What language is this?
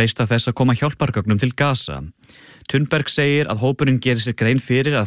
Icelandic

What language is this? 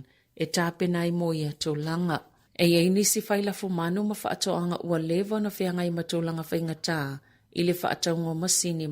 Samoan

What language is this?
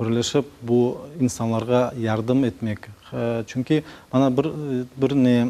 Crimean Tatar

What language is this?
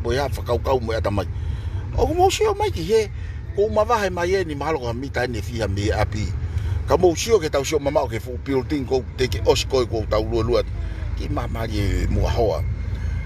Tongan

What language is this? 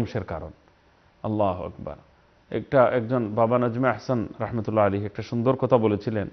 Bangla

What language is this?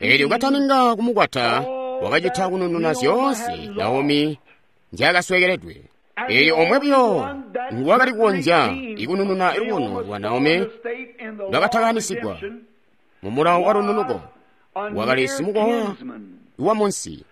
Tonga (Zambia)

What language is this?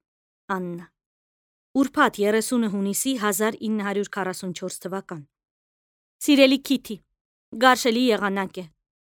Armenian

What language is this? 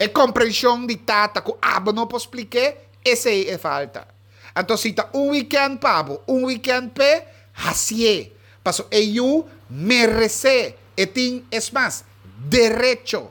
Papiamento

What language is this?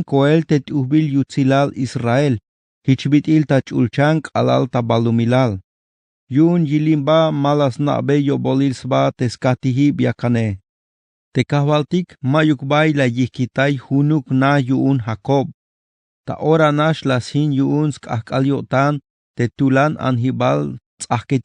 Tzeltal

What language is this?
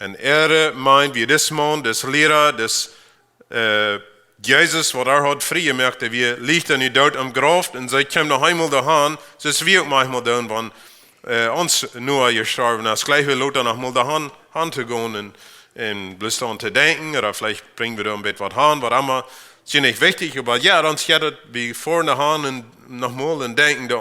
Plautdietsch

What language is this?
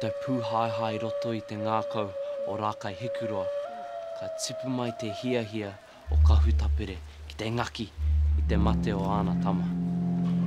Māori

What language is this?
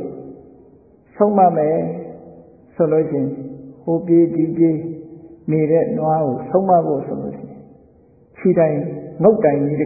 Burmese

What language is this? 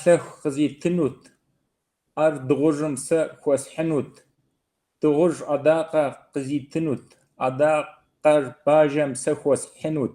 Kabardian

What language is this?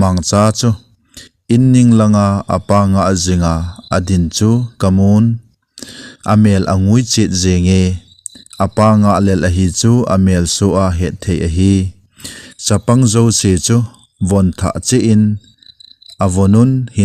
Thado Chin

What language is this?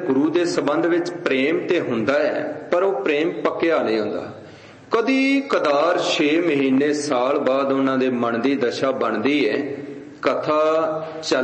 Punjabi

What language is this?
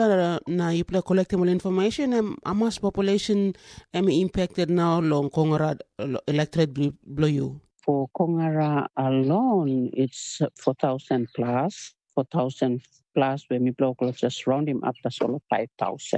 Tok Pisin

